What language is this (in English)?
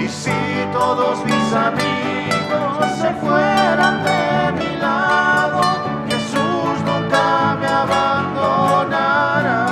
South Bolivian Quechua